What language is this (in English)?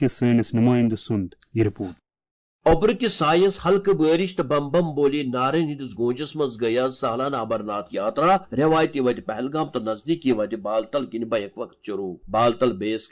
Kashmiri